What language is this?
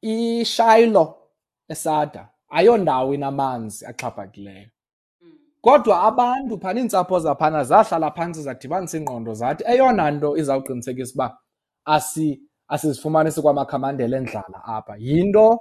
Xhosa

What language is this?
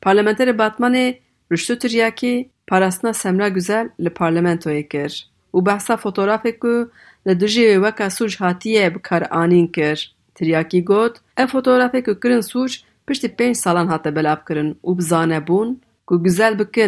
Kurdish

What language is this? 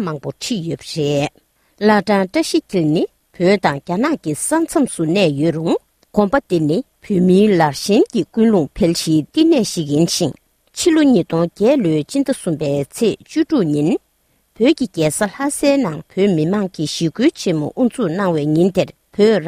Tibetan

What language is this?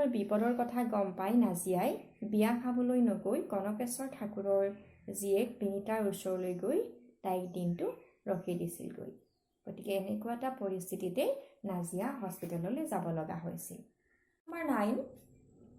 Assamese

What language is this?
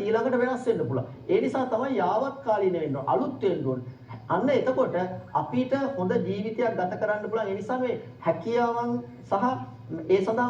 Sinhala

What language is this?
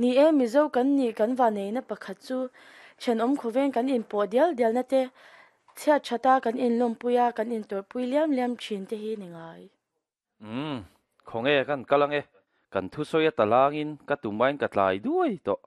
Mizo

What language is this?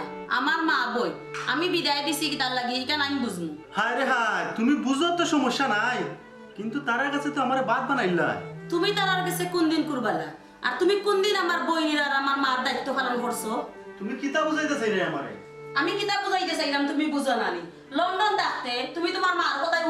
Sylheti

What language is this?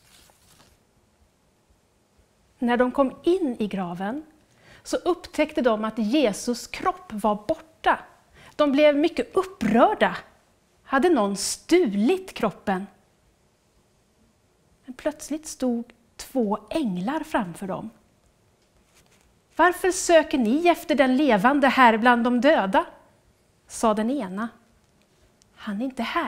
Swedish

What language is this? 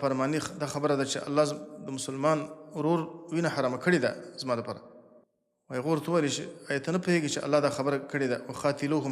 Pashto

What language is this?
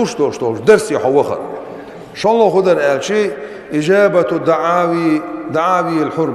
Chechen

